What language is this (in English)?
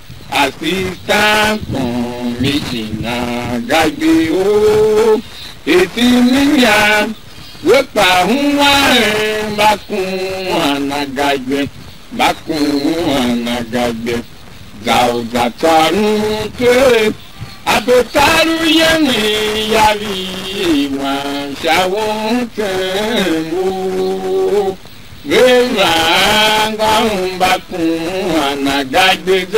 Tiv